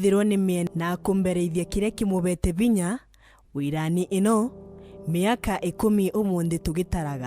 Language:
Meru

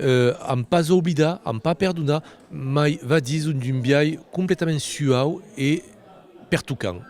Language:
Occitan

